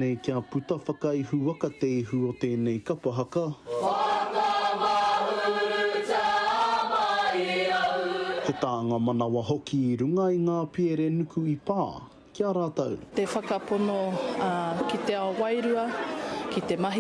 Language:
Māori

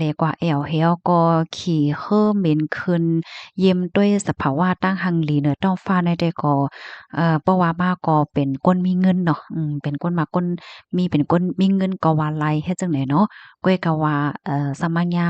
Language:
Shan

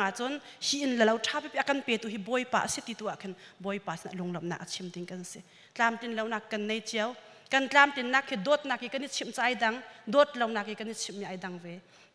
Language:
Hakha Chin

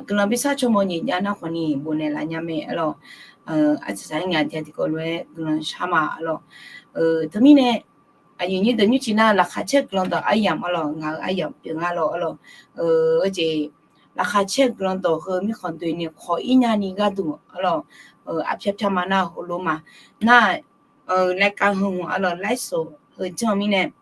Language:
Akha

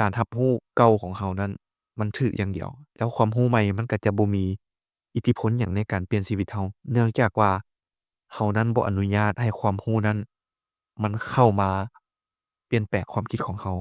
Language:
Lao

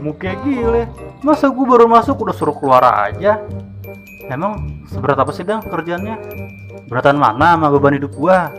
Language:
Betawi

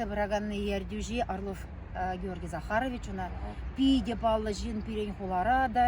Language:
Chuvash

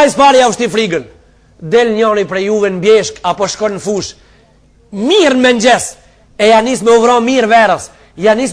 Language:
Albanian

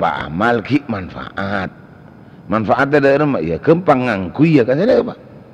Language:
Madurese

